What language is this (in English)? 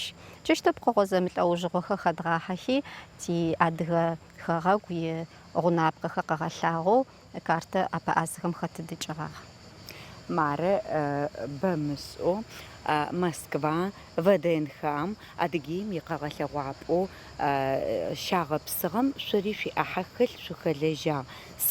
Adyghe